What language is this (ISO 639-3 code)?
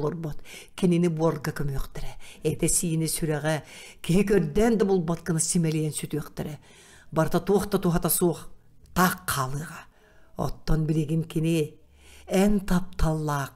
sah